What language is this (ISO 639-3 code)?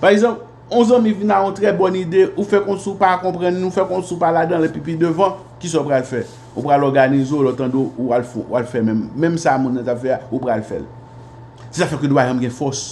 hat